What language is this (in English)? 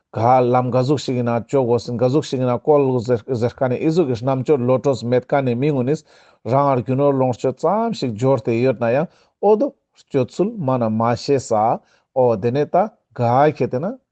Ladakhi